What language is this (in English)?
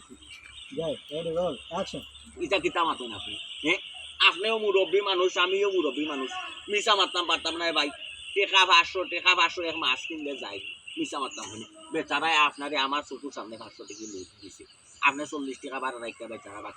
Sylheti